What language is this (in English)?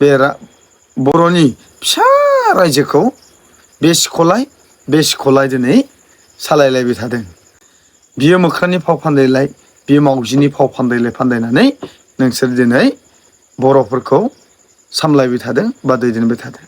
Bodo